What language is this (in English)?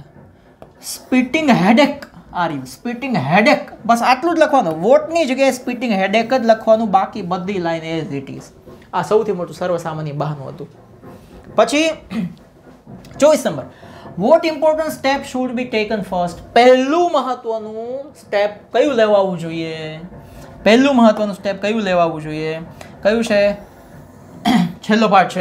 Gujarati